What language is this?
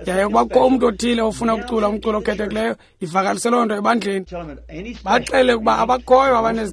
Xhosa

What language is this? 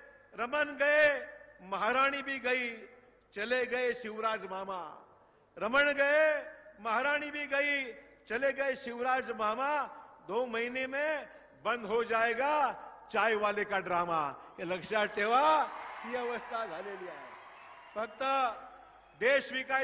Marathi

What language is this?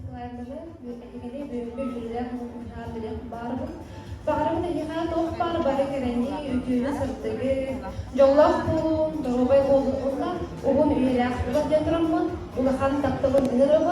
Yakut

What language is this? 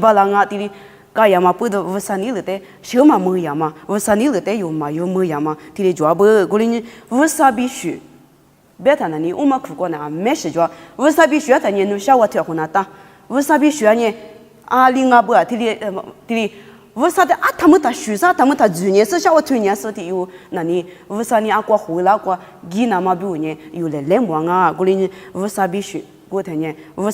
Lisu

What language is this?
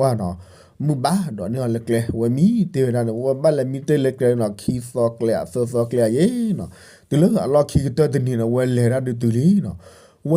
S'gaw Karen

